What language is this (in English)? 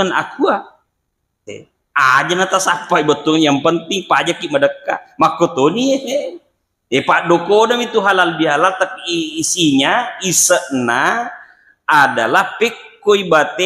Buginese